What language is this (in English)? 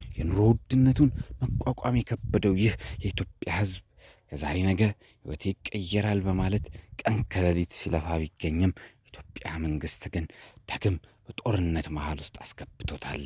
Amharic